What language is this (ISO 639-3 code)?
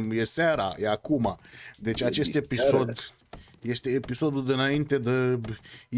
ron